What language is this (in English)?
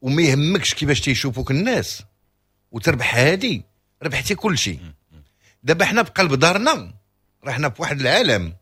Moroccan Arabic